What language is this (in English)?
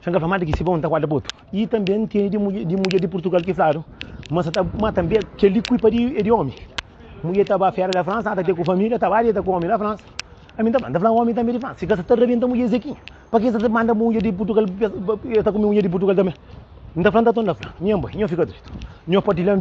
Kabuverdianu